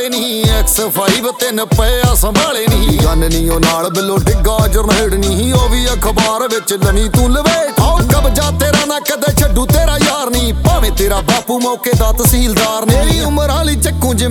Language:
Punjabi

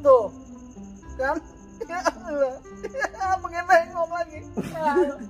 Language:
Betawi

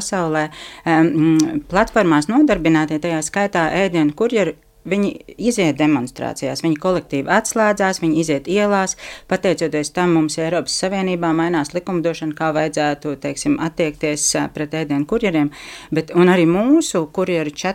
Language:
Latvian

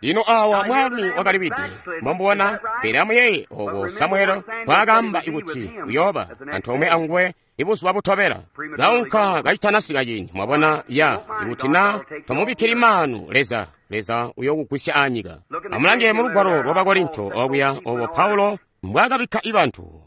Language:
Tonga (Zambia)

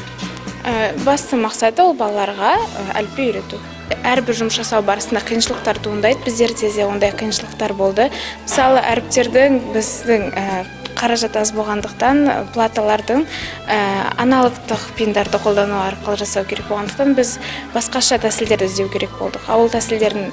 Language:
Kazakh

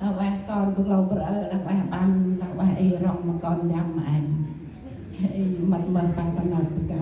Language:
Central Mnong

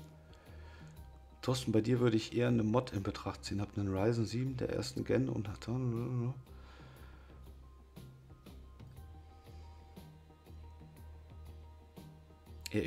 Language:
German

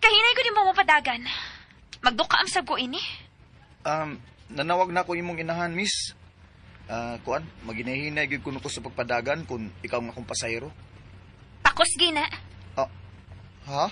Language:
Cebuano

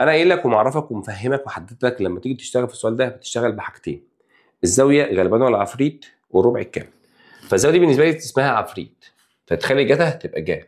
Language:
Egyptian Arabic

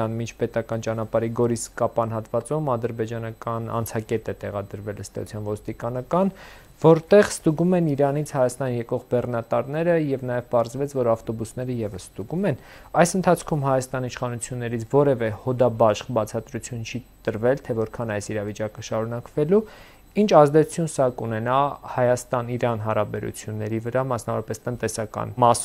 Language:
Armenian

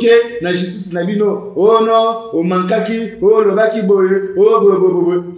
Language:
Lingala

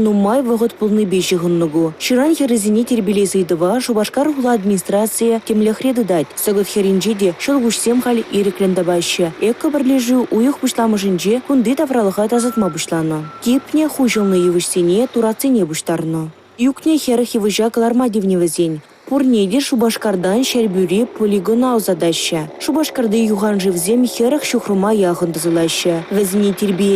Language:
Chuvash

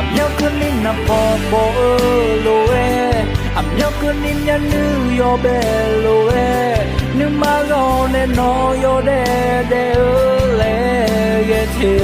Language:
Akha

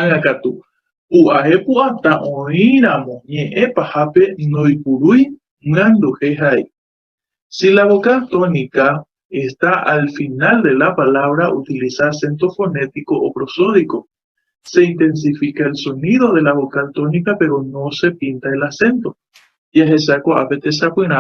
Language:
Guarani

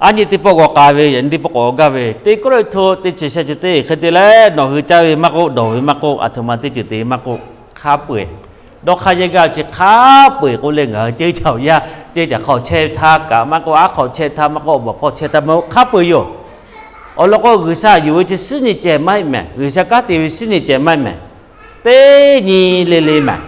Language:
Lahu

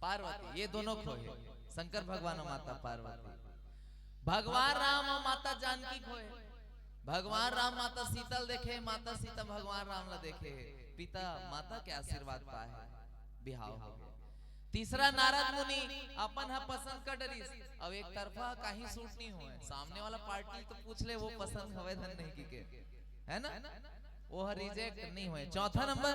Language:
Chhattisgarhi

